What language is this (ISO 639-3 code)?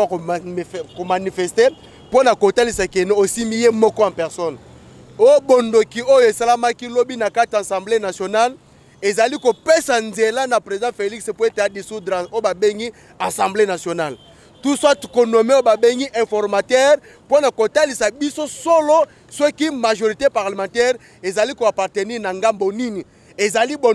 lin